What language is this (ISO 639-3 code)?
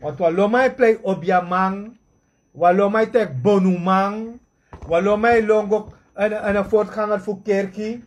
srn